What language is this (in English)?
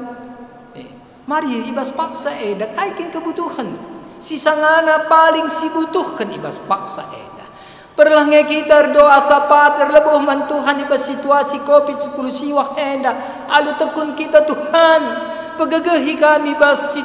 Batak Karo